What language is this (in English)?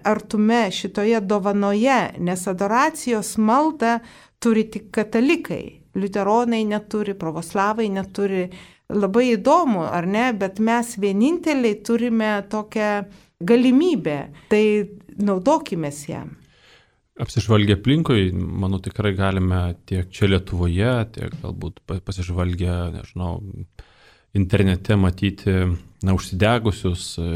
Lithuanian